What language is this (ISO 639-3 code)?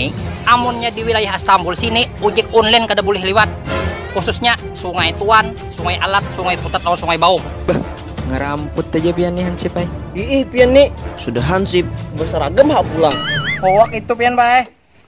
bjn